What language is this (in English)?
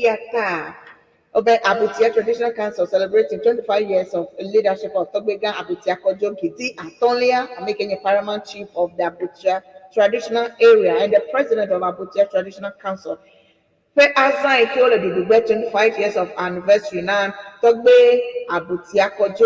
Ewe